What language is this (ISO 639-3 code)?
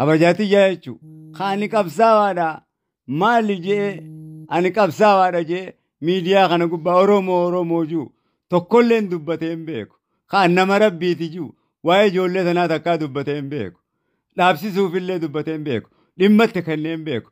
orm